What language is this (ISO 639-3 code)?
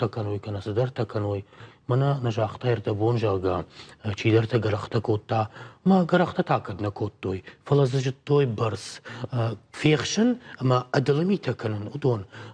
oss